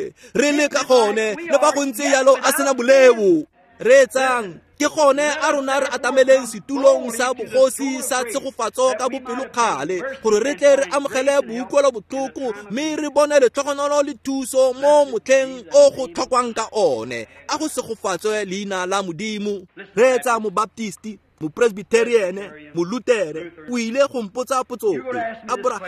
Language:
Tswana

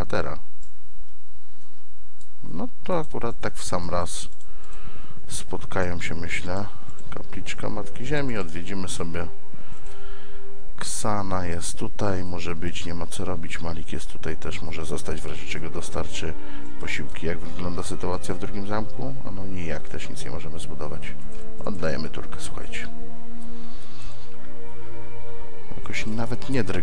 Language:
Polish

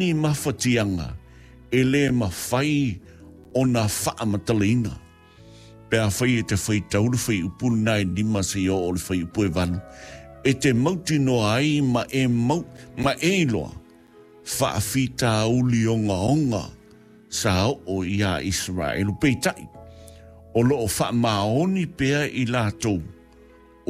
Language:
Samoan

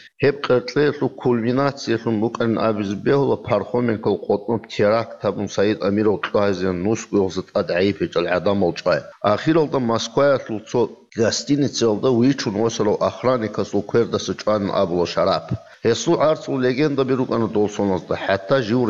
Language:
Avaric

